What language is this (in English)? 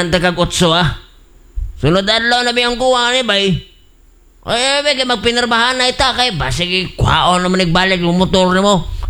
Cebuano